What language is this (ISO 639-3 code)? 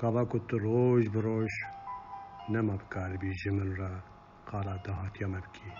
kur